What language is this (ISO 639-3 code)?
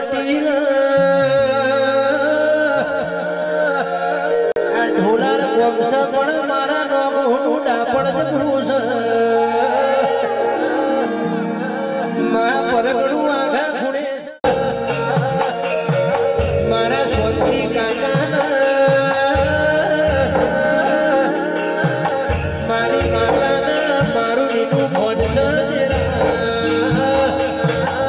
guj